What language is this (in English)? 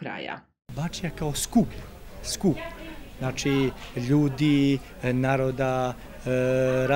Serbian